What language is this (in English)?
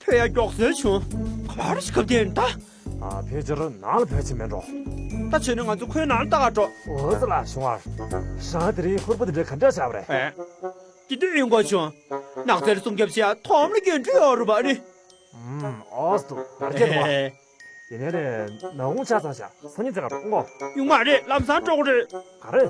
Tibetan